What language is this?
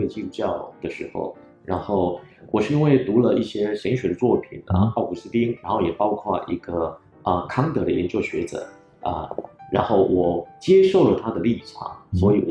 Chinese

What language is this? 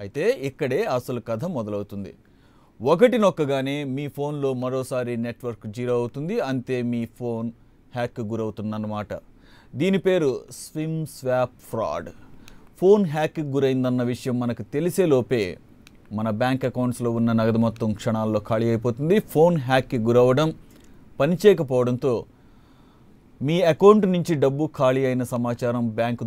Telugu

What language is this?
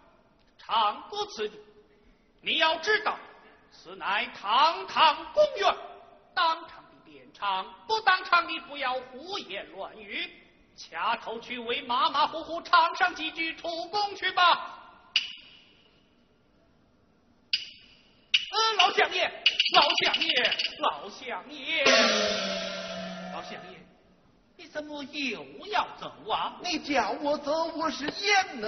Chinese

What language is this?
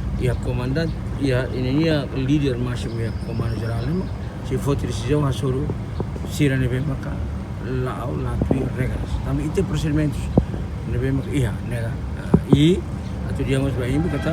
Tetum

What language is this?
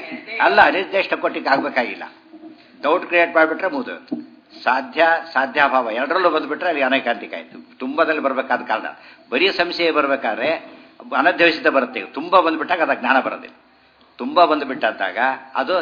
Kannada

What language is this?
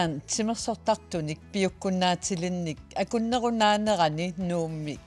Kalaallisut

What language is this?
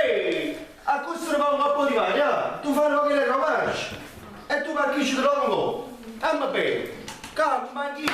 Neapolitan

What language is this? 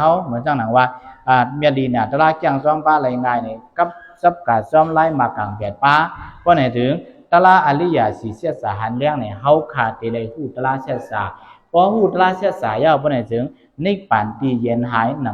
Shan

